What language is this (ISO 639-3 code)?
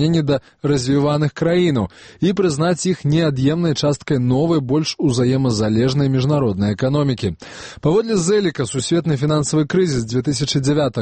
bel